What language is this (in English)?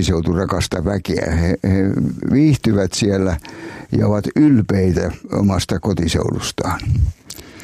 Finnish